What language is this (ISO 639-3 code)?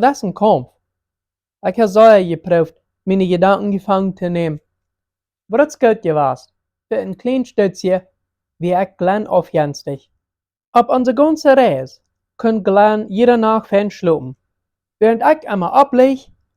pdt